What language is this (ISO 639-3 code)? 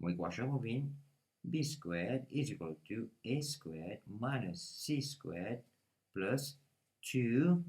mfe